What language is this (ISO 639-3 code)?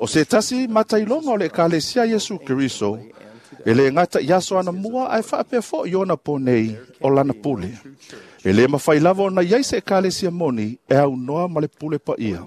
smo